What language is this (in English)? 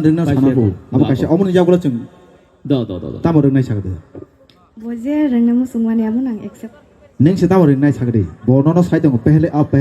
Kok Borok